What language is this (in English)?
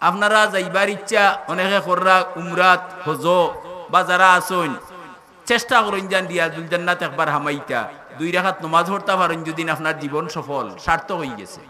Sylheti